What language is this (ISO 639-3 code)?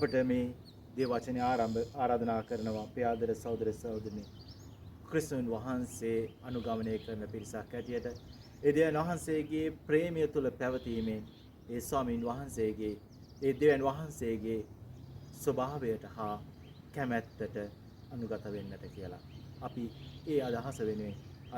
sin